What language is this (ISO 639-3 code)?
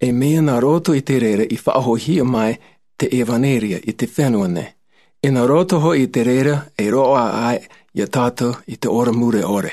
tah